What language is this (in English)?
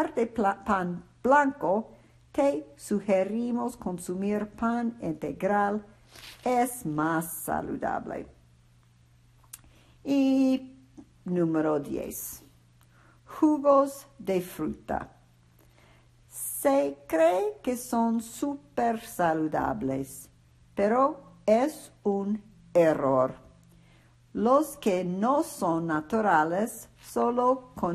Spanish